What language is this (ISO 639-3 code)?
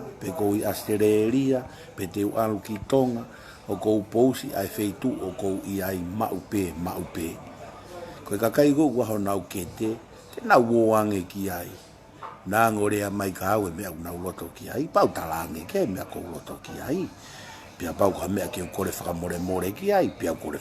ton